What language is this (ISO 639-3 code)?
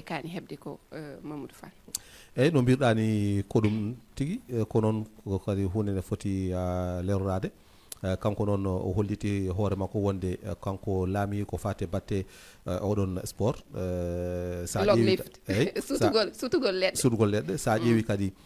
ful